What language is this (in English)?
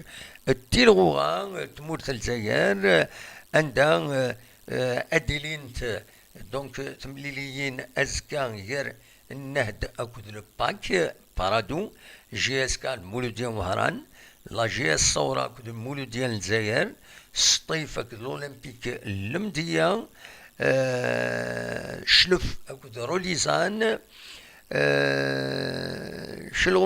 Kabyle